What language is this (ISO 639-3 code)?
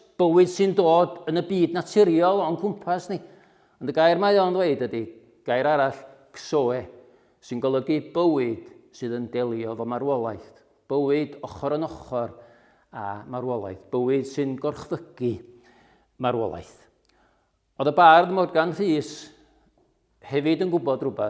cym